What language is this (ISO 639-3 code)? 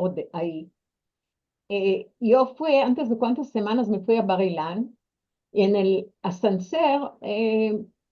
lad